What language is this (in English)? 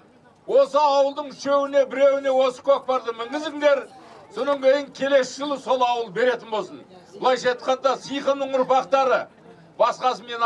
Kazakh